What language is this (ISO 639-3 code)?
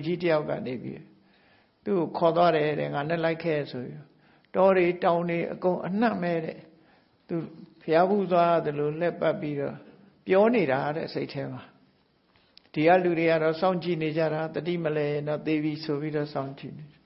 mya